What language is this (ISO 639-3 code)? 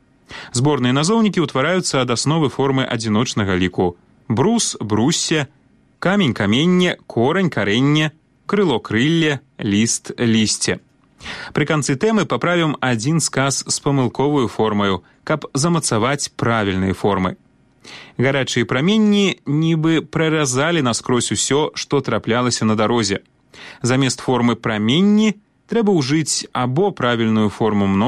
bel